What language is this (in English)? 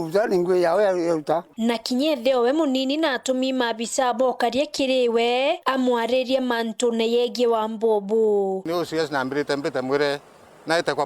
Meru